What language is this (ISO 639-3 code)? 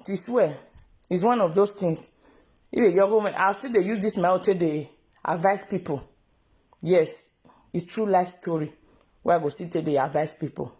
pcm